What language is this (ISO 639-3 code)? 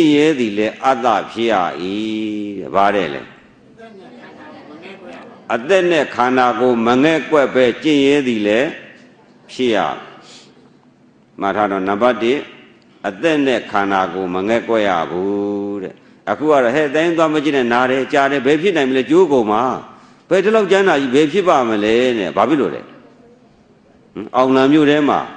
mya